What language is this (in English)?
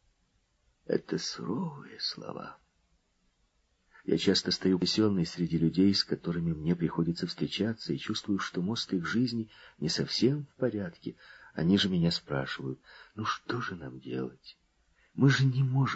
Russian